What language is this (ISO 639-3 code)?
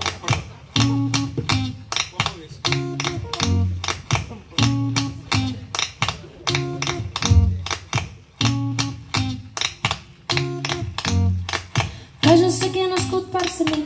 cat